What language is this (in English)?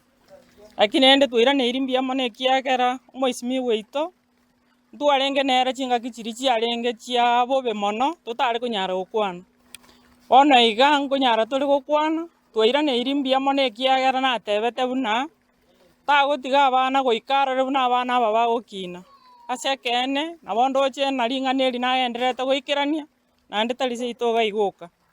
Gusii